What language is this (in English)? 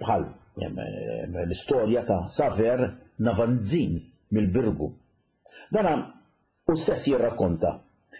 Maltese